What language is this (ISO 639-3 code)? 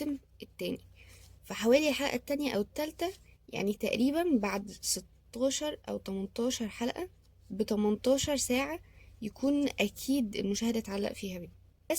arz